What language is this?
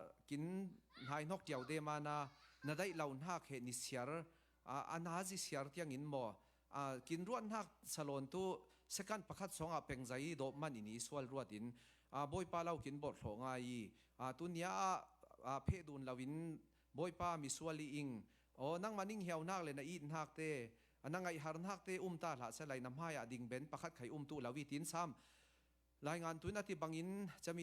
Falam Chin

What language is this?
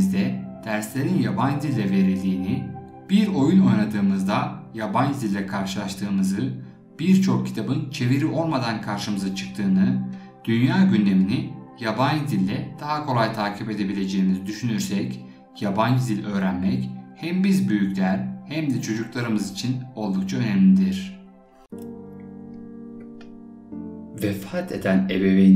Turkish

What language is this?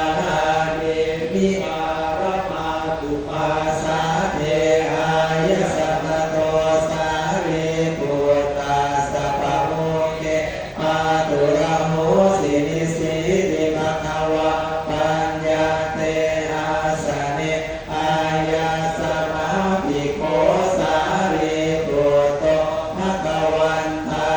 Pali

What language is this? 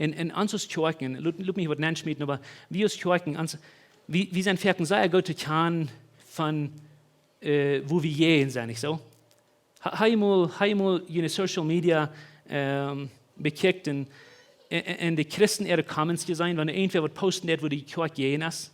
Plautdietsch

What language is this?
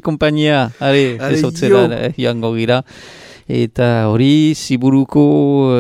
Basque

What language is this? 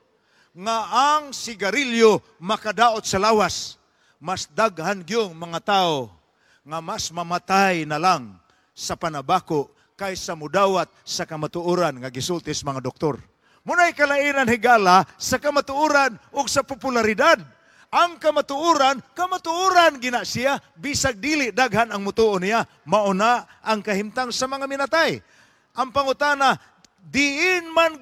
Cebuano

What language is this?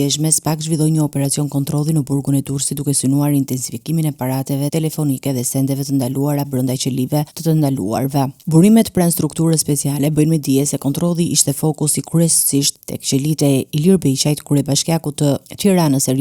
Albanian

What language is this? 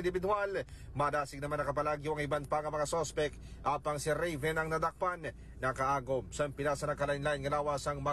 Hiligaynon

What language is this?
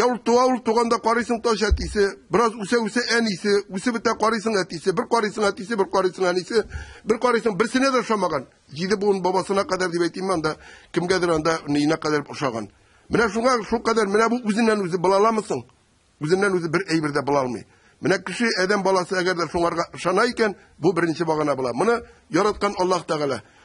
Tatar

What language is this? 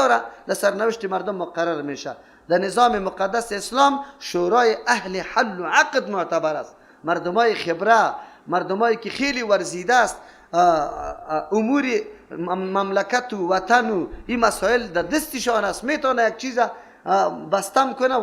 Persian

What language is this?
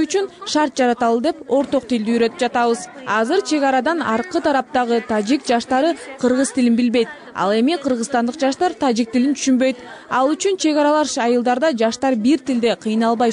Kyrgyz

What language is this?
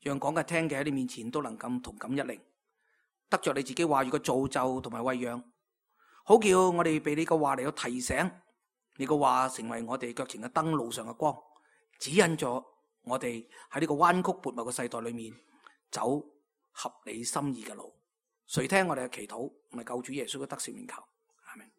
Cantonese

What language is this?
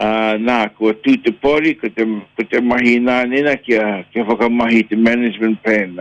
Māori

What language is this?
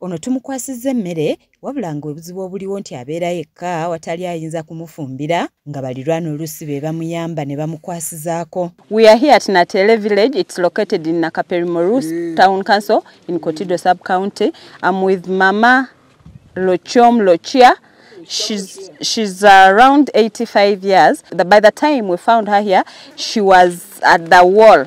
Ganda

